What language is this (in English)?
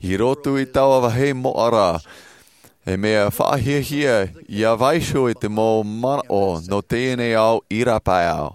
Tahitian